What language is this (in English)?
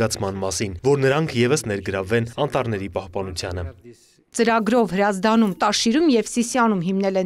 Armenian